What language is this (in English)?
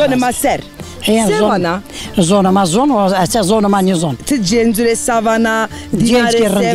Zaza